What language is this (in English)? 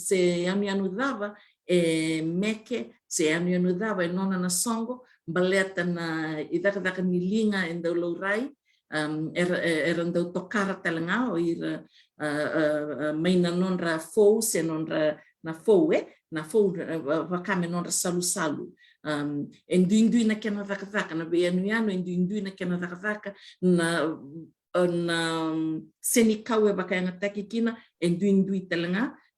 Fijian